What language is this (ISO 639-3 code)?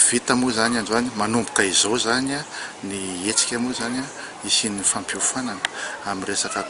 mlg